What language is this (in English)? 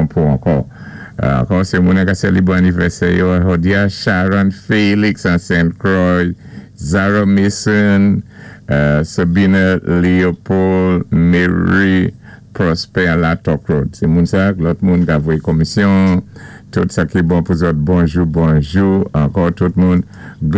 Saint Lucian Creole French